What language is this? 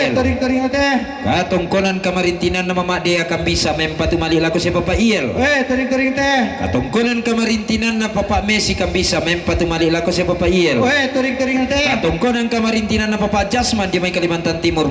Toraja-Sa'dan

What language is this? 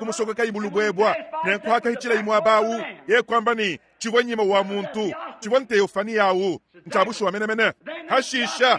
Luba-Lulua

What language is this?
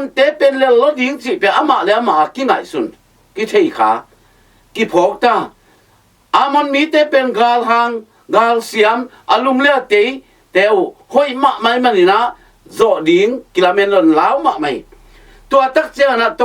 Tedim Chin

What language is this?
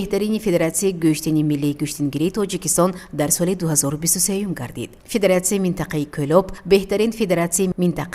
Tajik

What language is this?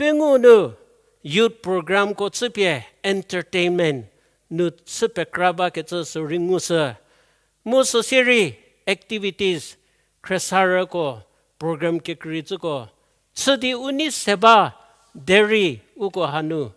Angami Naga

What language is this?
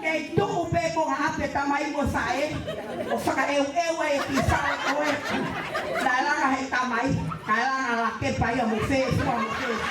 Tongan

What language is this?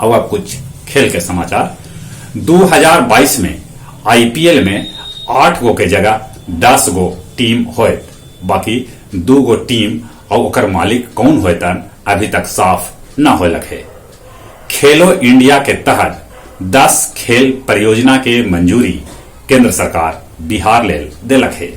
Magahi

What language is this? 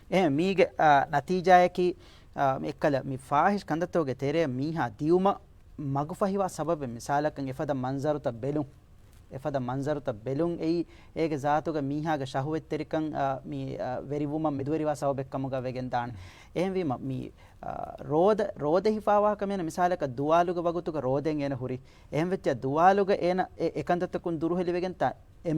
Divehi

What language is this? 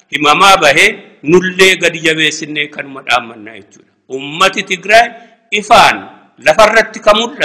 Oromo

